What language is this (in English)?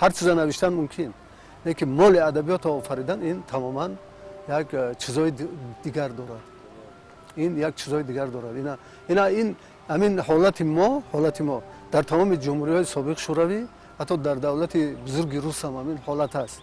Tajik